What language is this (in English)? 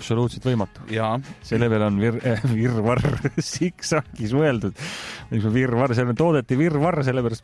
Estonian